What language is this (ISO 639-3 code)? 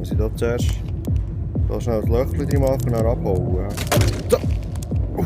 gsw